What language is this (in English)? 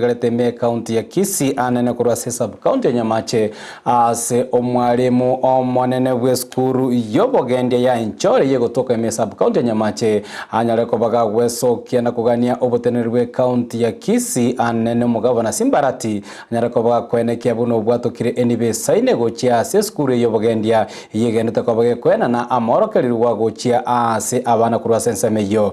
Gusii